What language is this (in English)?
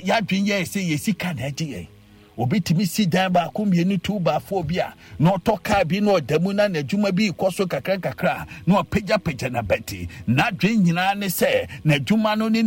Akan